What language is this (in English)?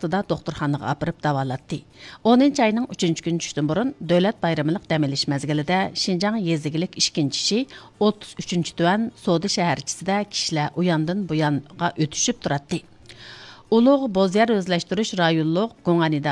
Uyghur